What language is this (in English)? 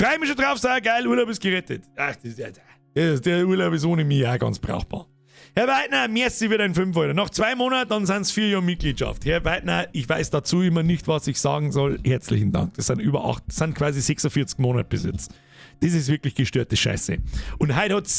Bavarian